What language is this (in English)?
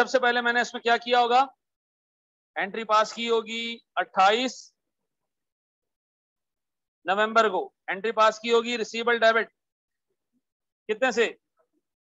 Hindi